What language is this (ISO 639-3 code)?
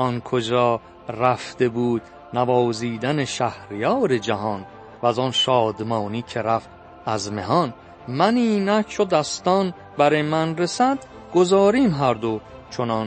fas